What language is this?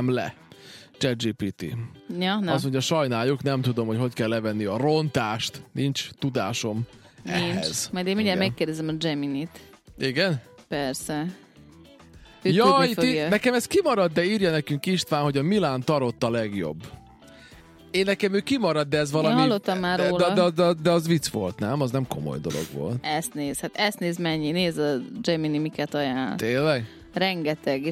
Hungarian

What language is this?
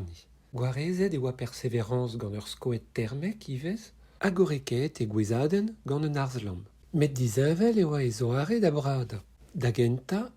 Breton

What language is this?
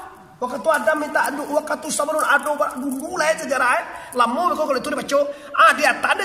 Minangkabau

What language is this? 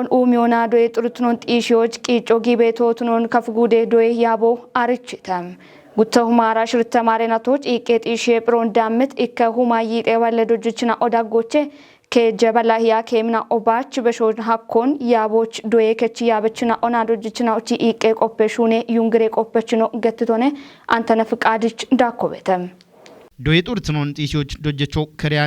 Kafa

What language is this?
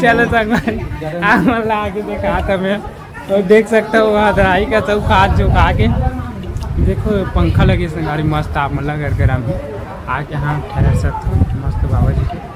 Chhattisgarhi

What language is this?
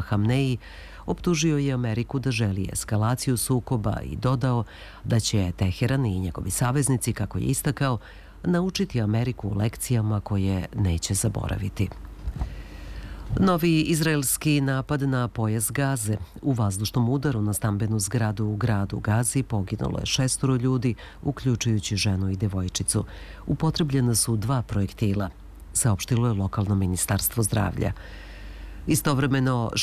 Serbian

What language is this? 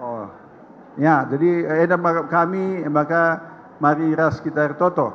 Batak Karo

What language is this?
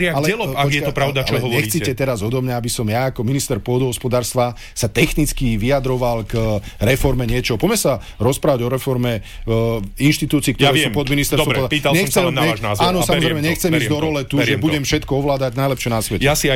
Slovak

